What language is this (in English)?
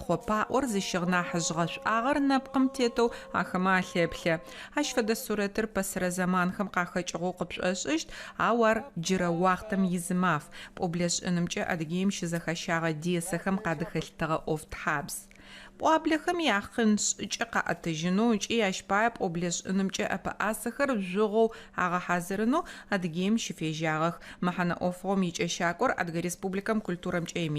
Adyghe